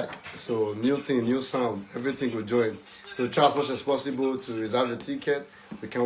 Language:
Nigerian Pidgin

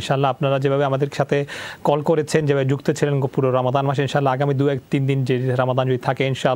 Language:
Bangla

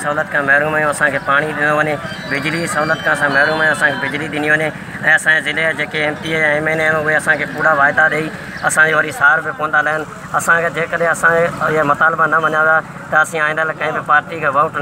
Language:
Sindhi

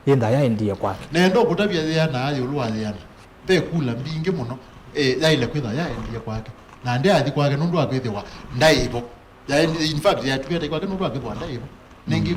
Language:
Kamba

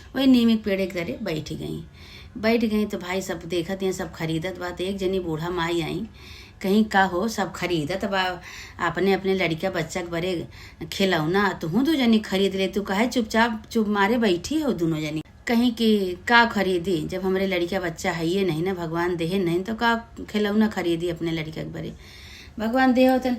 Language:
Awadhi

